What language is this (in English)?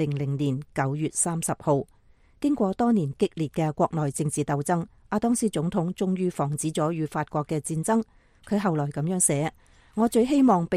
Cantonese